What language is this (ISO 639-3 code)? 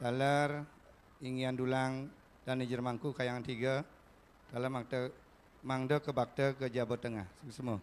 ban